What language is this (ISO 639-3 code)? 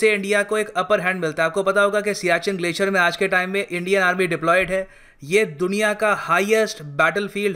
hin